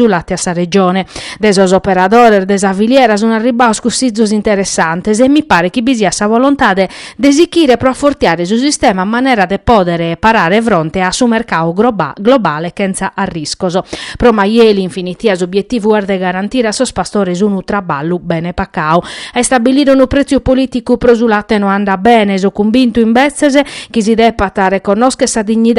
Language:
Sardinian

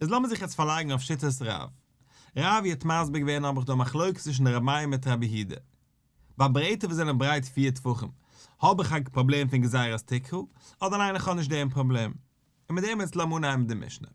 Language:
Yiddish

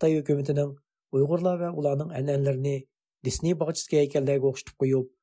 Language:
Uyghur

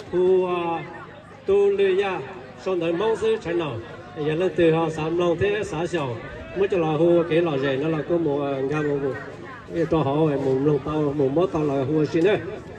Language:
Hmong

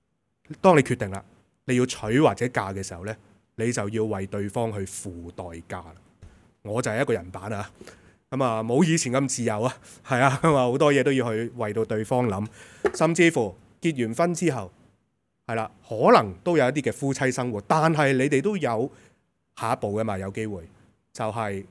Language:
Cantonese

